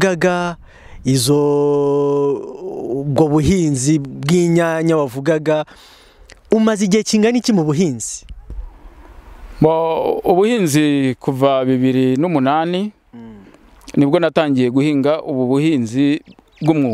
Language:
Kinyarwanda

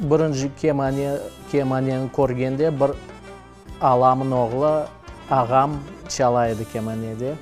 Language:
Crimean Tatar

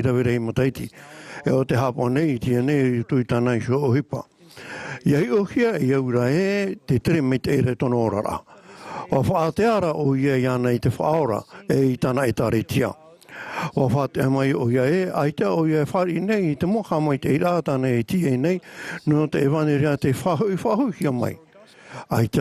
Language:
Tahitian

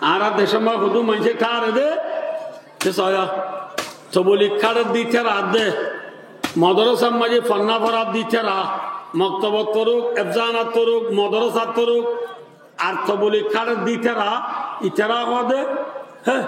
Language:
Rohingya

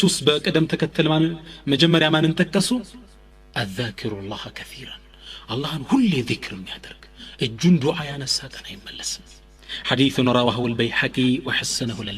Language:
Amharic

